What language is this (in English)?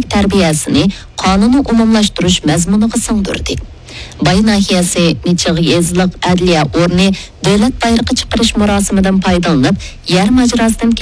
Uyghur